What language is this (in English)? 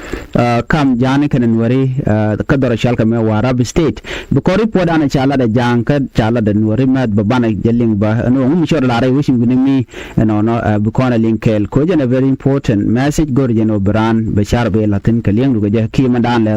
Nuer